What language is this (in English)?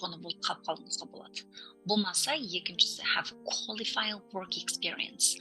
Kazakh